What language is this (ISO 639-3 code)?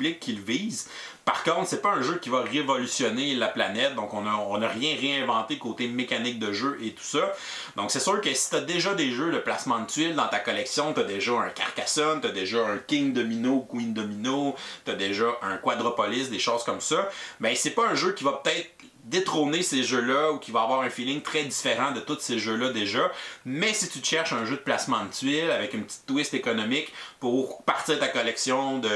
fra